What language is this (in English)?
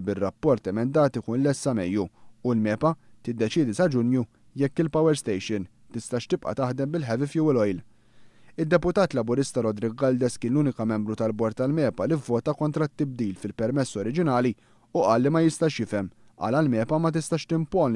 Maltese